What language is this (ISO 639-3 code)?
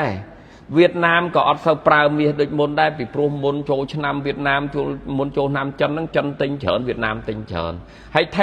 khm